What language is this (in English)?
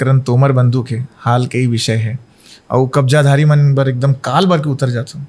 Chhattisgarhi